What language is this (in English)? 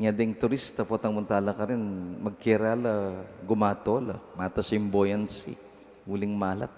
Pampanga